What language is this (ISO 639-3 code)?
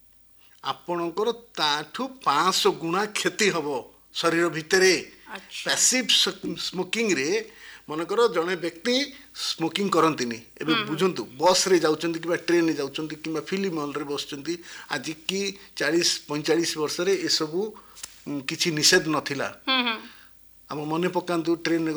ori